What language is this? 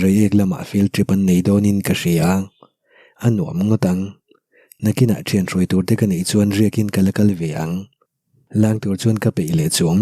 Mizo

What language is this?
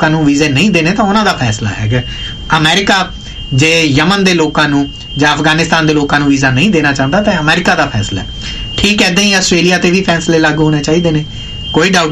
Punjabi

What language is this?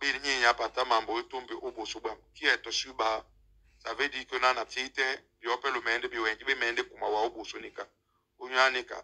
Duala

